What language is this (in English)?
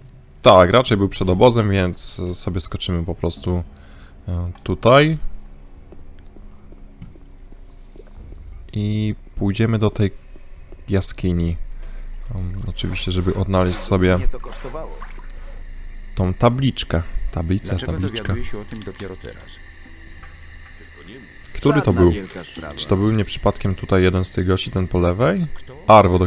Polish